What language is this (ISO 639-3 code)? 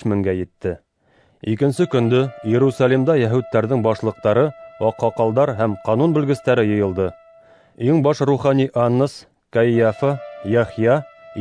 bak